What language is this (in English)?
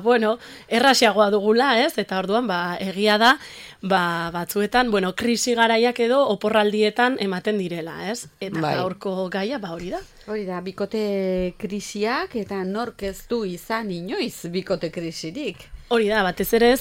Basque